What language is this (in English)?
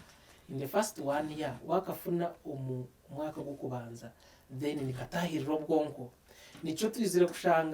Nyankole